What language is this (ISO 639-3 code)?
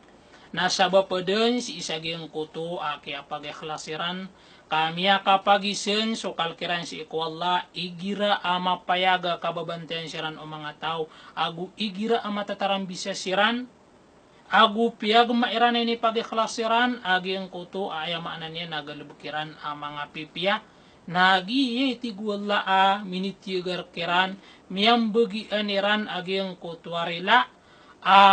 mrw